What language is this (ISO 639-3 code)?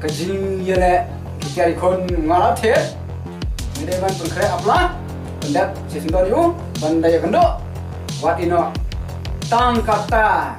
kha